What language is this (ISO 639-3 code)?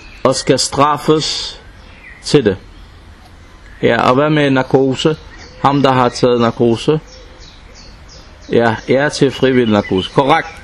dan